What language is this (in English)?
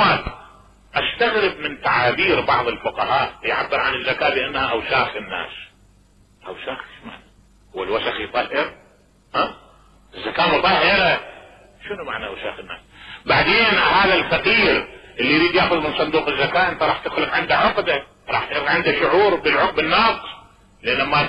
Mesopotamian Arabic